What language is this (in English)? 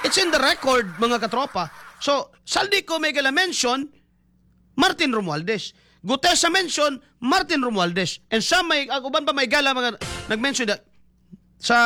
Cebuano